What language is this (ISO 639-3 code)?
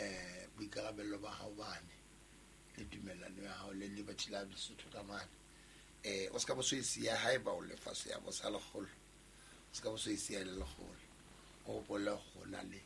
sot